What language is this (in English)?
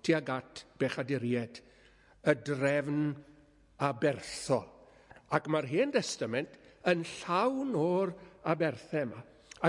Welsh